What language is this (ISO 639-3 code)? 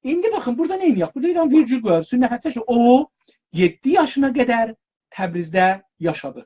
azb